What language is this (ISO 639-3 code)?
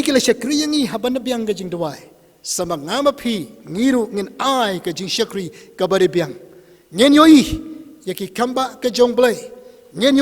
kha